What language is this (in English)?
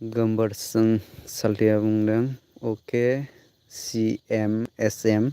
Bodo